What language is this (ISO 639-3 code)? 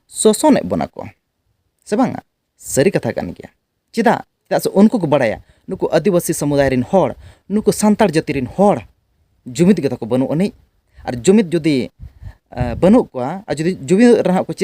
sat